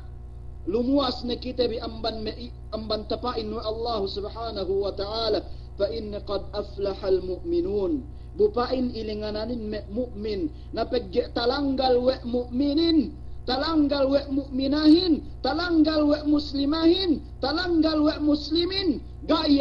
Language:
Yakan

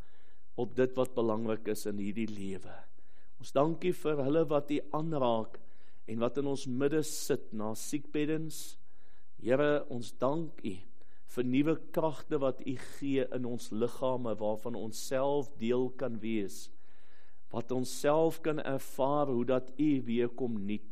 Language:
Afrikaans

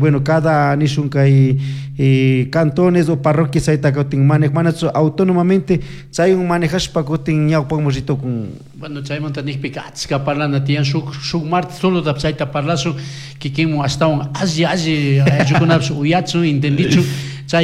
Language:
Chimborazo Highland Quichua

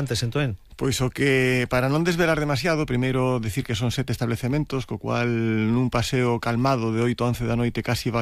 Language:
Galician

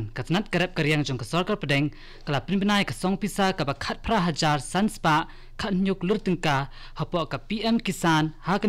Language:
Khasi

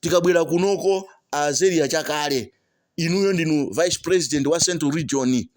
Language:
Nyanja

